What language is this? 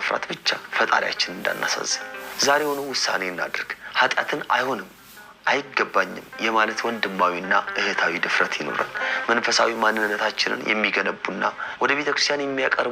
Amharic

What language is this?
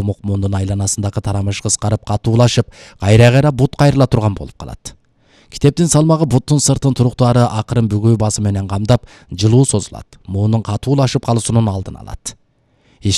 Kyrgyz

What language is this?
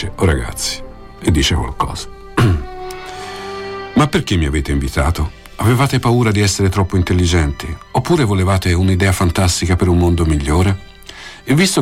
Italian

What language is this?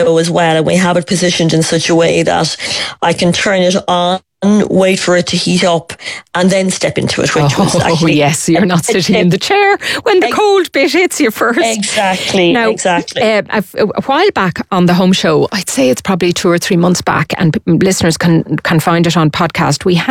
English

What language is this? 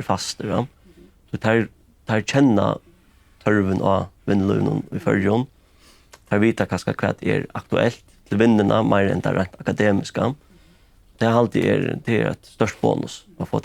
Faroese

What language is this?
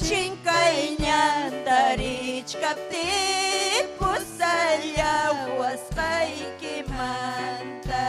Ayacucho Quechua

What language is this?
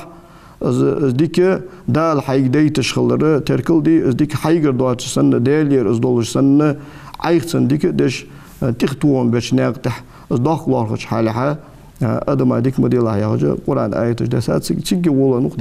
Ingush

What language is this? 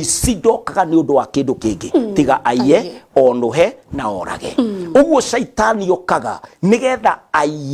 Kikuyu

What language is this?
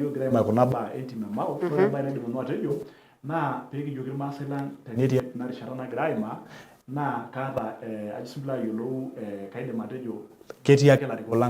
Masai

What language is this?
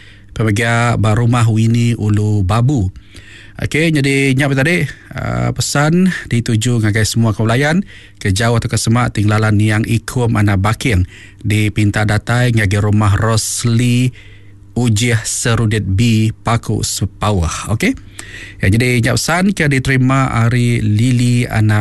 Iban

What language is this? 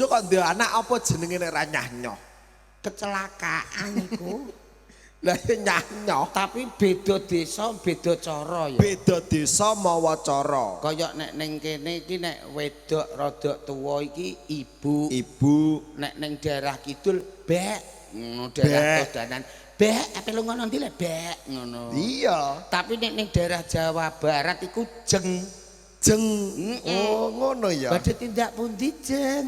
Javanese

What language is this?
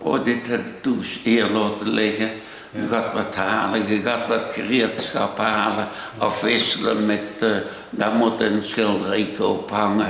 Limburgish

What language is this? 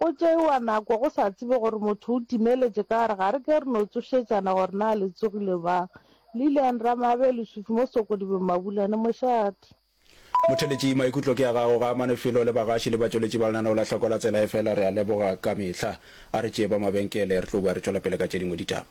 Northern Sotho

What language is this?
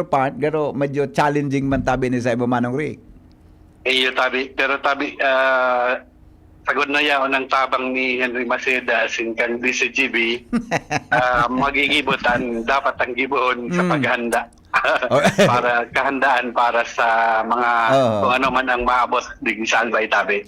Bikol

